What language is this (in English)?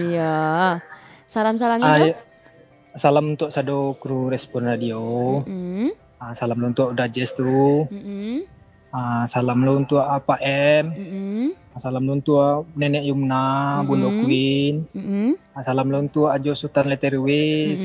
Minangkabau